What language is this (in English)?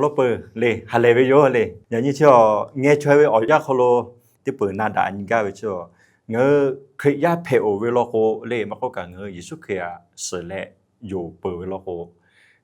Lahu